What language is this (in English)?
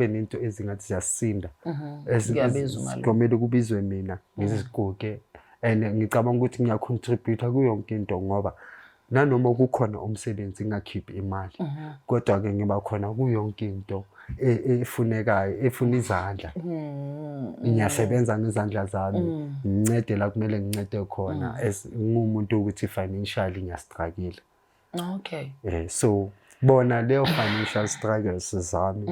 Zulu